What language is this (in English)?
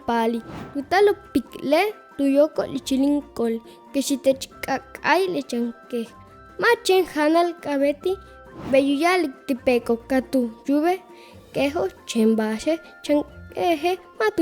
Yucateco